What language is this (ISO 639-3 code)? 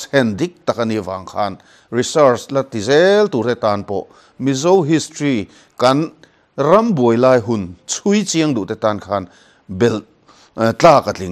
lus